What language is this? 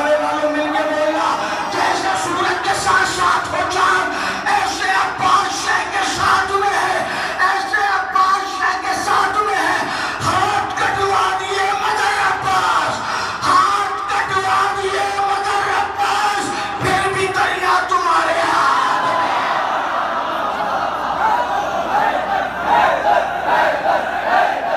Urdu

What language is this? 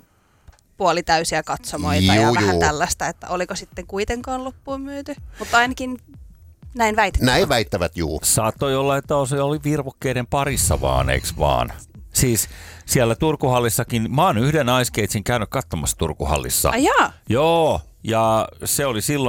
Finnish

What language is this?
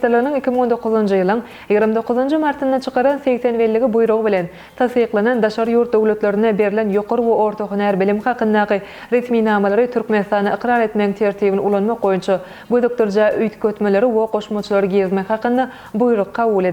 Turkmen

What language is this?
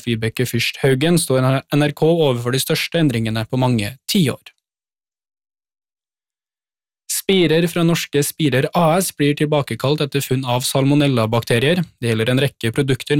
Norwegian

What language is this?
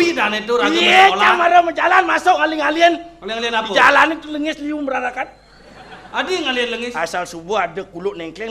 Balinese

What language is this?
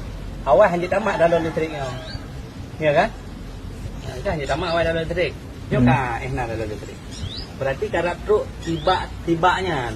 Achinese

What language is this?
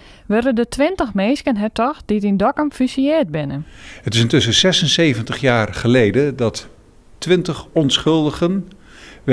Western Frisian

